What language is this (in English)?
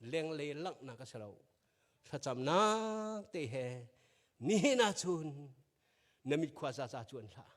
Hakha Chin